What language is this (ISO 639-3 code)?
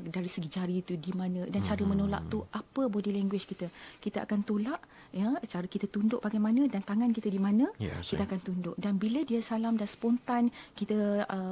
msa